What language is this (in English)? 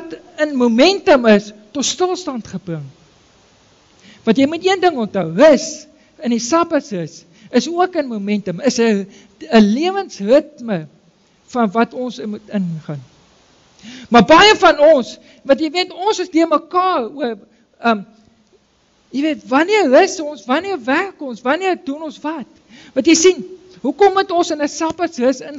Afrikaans